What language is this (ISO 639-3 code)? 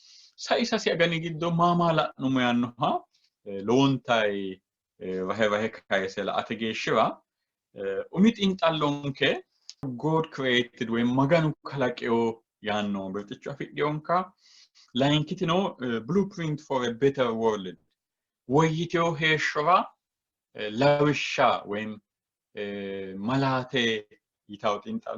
sid